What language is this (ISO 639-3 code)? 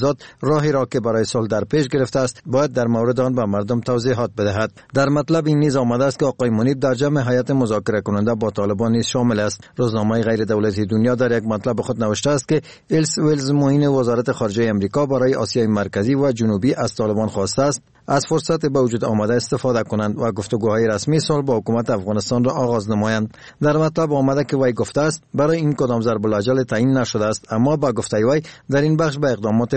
fas